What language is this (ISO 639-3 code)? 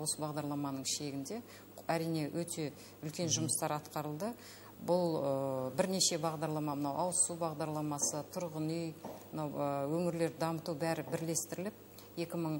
kaz